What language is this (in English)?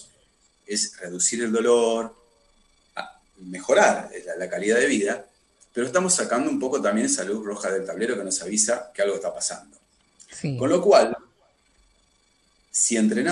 Spanish